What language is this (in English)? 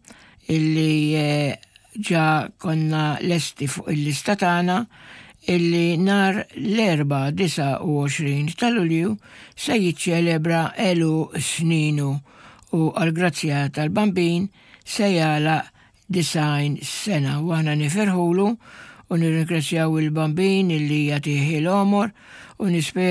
Maltese